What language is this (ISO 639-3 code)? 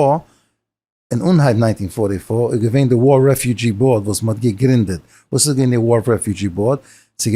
yid